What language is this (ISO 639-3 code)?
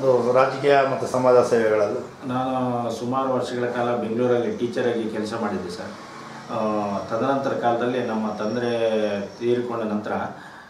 kan